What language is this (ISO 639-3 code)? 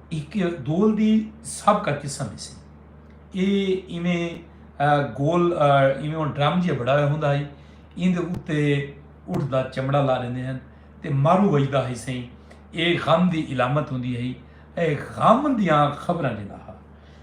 skr